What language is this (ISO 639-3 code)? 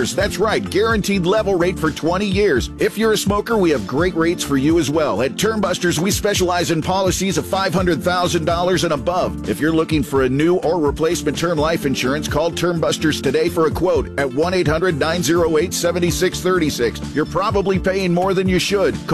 eng